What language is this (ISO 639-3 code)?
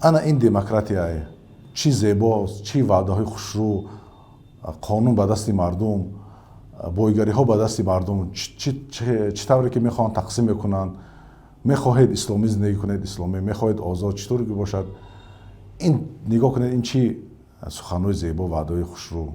tgk